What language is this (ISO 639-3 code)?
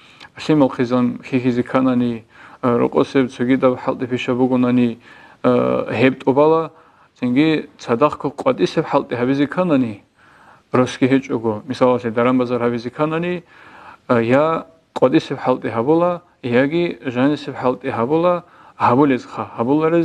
ava